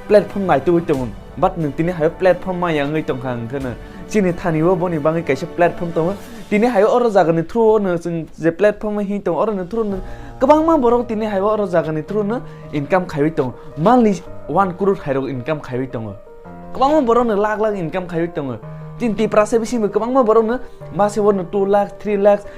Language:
Kok Borok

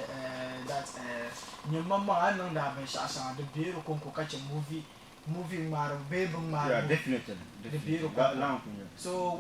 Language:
Dagbani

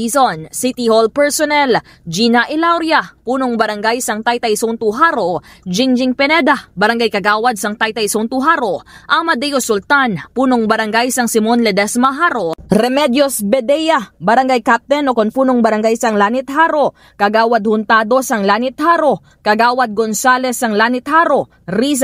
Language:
Hiligaynon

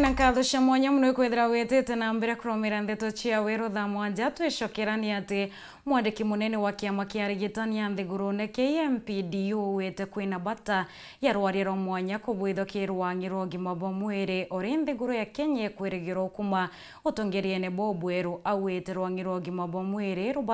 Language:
Meru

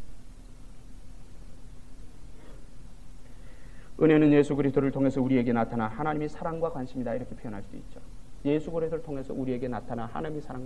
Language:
Korean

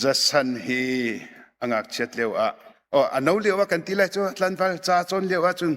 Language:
Hakha Chin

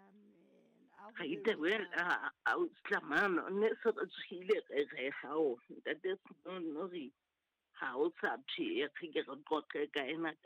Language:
Southern Sotho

